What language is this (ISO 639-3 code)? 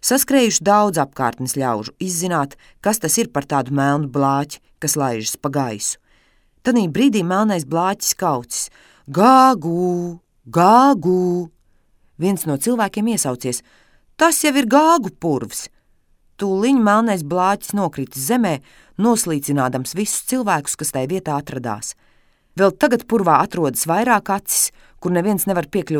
lav